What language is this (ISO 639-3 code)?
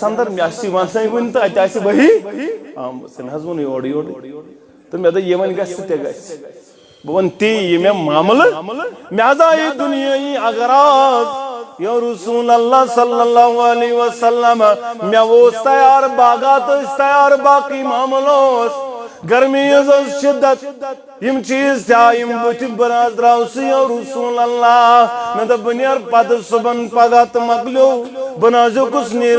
kas